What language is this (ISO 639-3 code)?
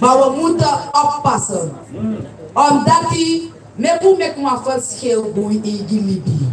srn